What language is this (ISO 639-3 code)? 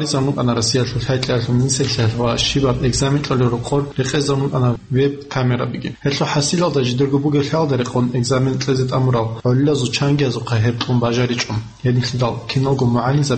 ava